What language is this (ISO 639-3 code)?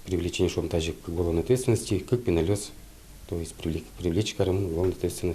udm